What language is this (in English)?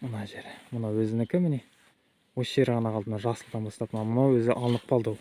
Kazakh